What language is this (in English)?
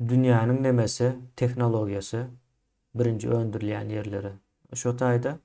Turkmen